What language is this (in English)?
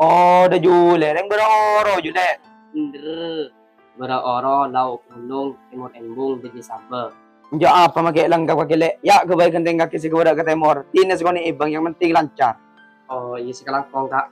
Madurese